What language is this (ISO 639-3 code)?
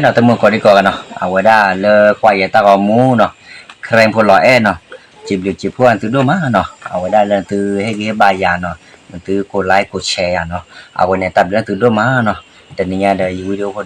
ksw